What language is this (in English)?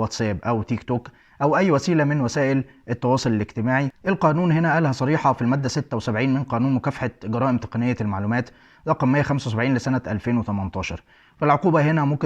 Egyptian Arabic